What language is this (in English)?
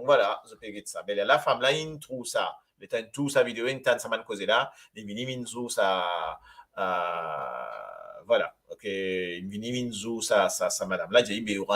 Morisyen